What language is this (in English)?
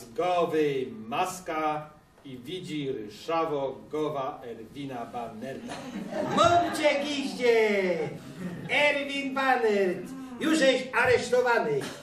Silesian